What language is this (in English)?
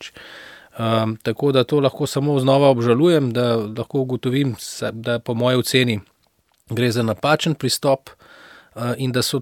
Slovenian